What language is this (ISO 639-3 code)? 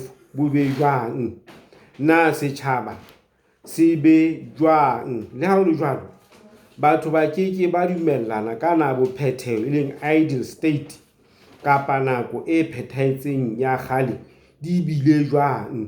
sot